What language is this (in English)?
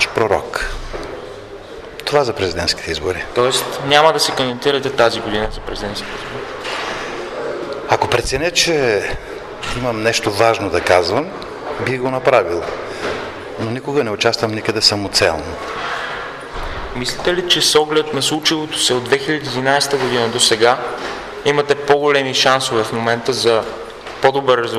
Bulgarian